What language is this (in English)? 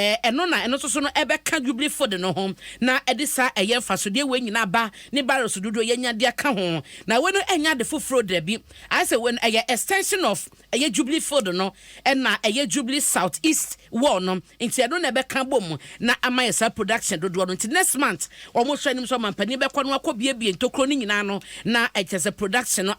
Akan